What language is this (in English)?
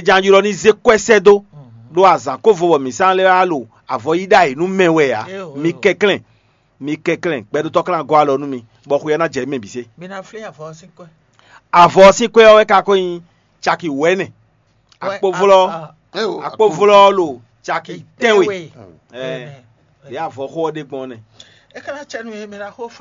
Fon